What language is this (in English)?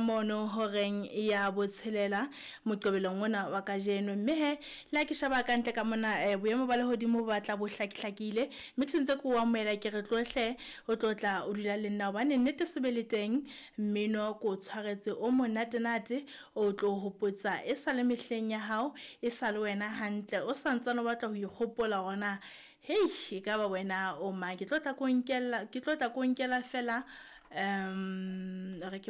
Southern Sotho